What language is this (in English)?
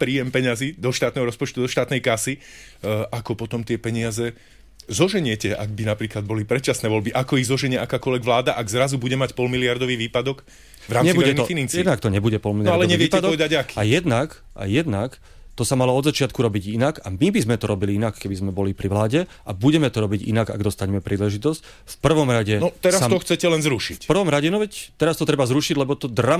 Slovak